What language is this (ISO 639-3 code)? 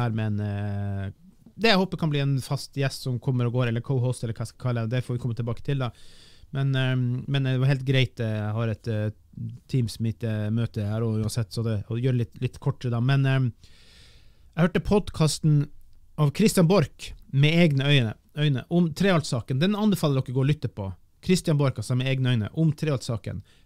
nor